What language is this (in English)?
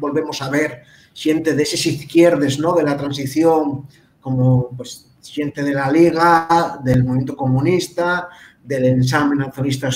Asturian